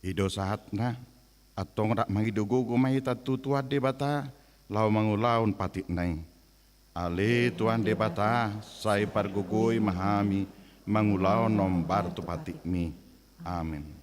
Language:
Batak Toba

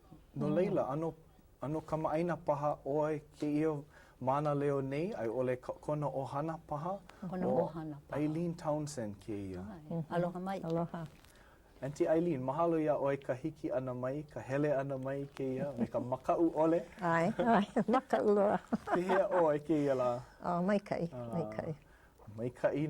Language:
Hawaiian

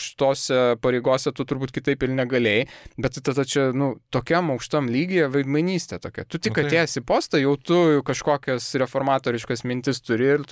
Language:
Lithuanian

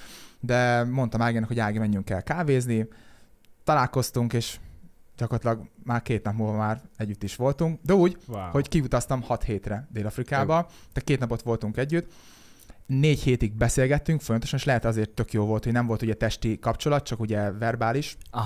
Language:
Hungarian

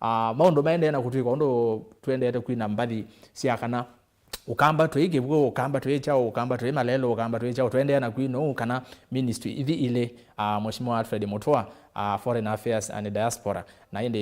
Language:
Kamba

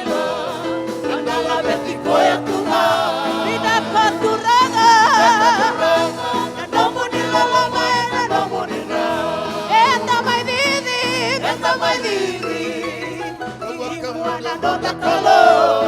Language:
Fijian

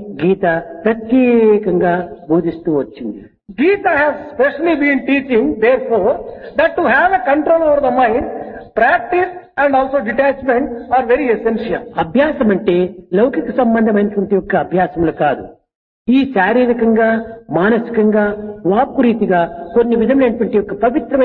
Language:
Telugu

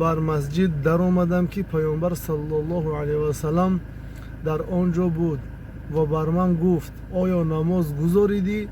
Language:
Tajik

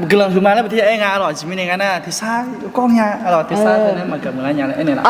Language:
Akha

